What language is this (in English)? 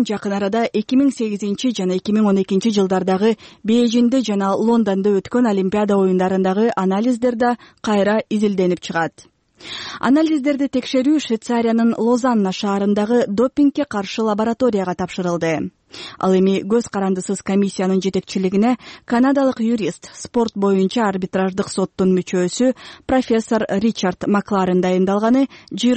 Kyrgyz